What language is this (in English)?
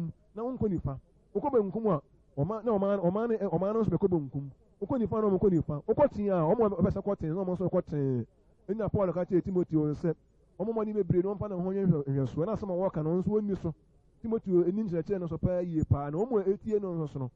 Akan